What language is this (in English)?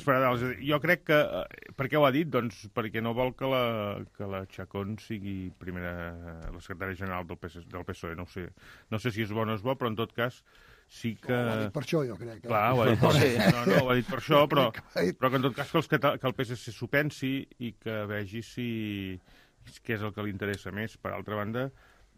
Catalan